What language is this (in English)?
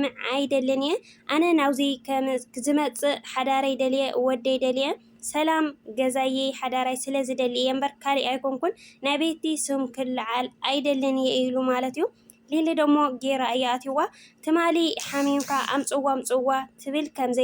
Tigrinya